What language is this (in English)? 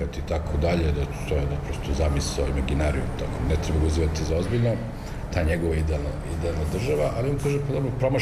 Serbian